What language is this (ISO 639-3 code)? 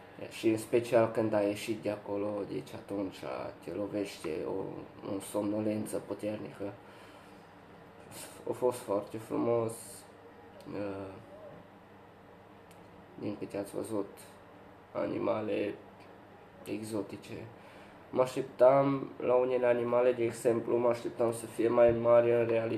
ron